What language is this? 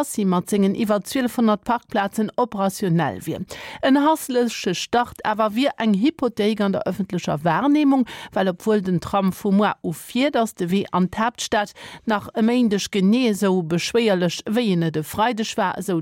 Luxembourgish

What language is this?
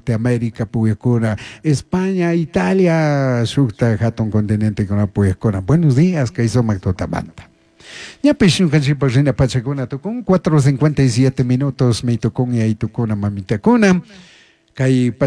Chimborazo Highland Quichua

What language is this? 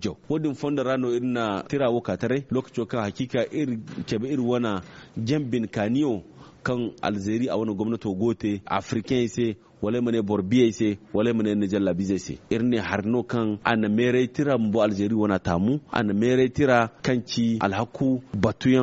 Zarma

